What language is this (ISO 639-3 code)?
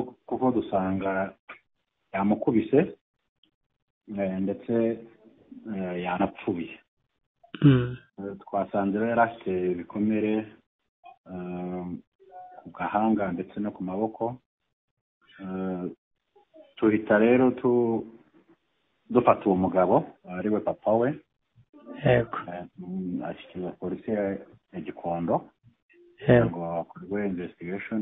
kin